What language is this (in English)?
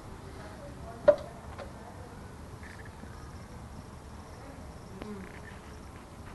Malay